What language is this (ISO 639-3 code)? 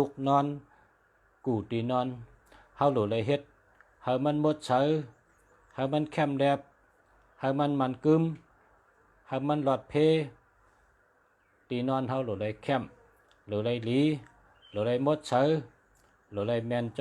shn